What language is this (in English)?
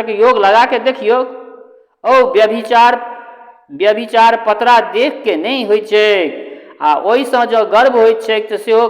Maithili